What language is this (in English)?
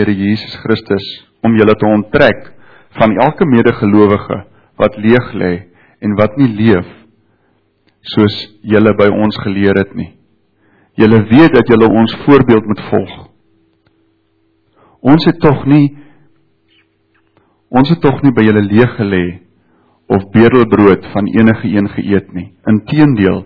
Afrikaans